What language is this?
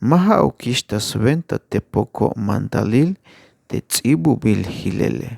Tzeltal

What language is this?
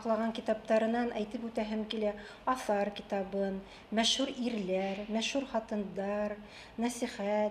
Bashkir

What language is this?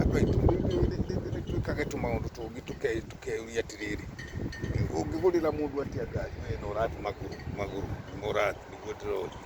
Kikuyu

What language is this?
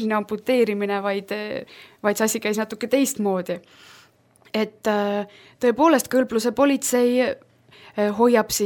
Estonian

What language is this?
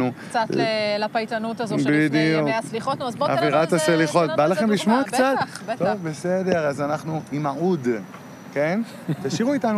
Hebrew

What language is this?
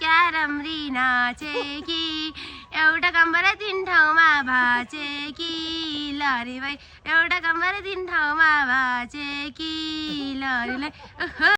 Nepali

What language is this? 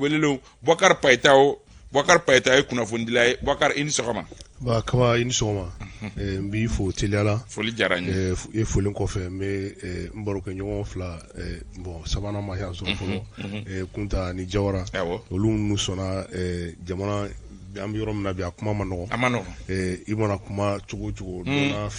Bambara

